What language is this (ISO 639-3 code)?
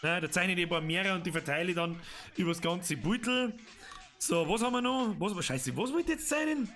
bar